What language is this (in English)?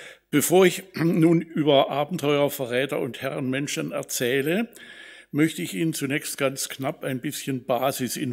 German